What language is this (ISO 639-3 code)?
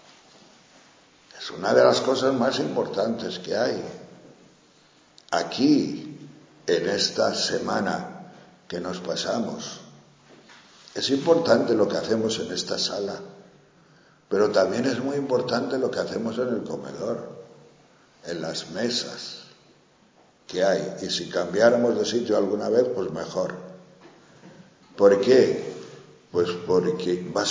spa